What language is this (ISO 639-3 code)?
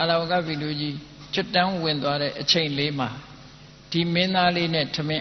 mya